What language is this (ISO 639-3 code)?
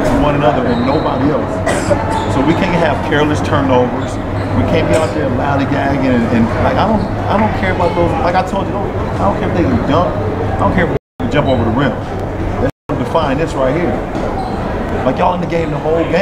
eng